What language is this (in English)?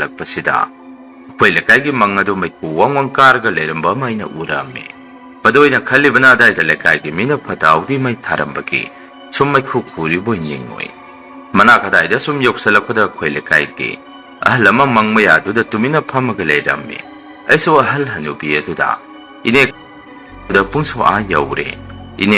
Manipuri